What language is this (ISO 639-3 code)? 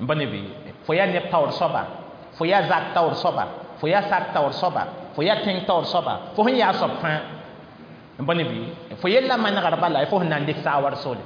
mos